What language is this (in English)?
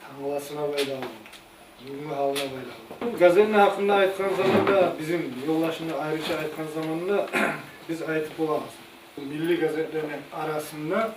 Kumyk